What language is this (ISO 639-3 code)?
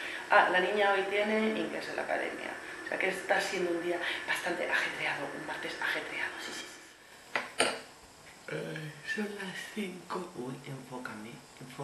spa